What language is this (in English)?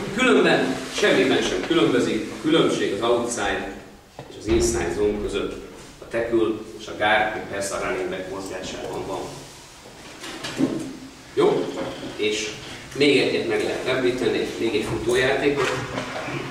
Hungarian